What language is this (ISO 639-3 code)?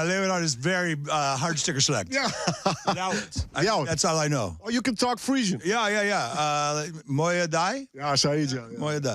fry